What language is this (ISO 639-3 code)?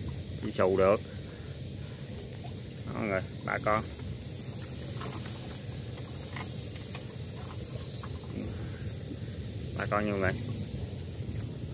vie